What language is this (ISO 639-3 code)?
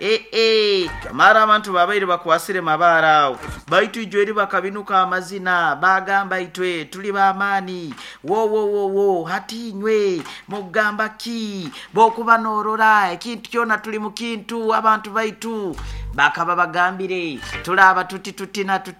nyo